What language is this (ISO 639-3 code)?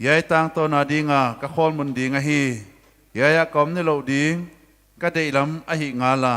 pck